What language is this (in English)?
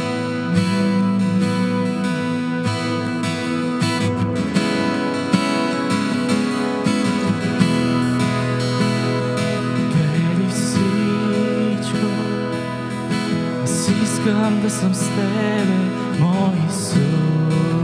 Bulgarian